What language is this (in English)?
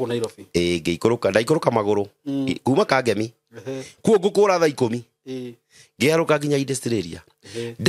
Kikuyu